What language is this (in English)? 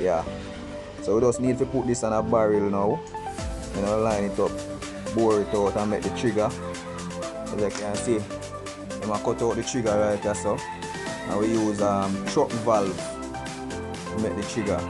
Jamaican Creole English